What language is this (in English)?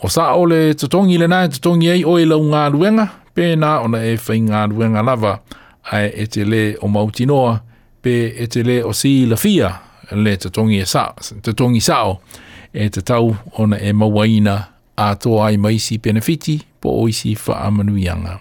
Samoan